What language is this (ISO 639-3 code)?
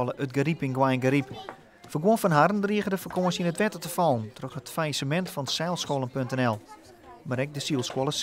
fry